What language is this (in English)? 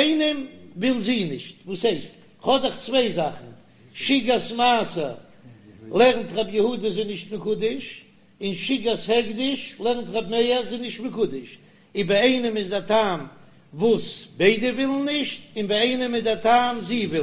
Yiddish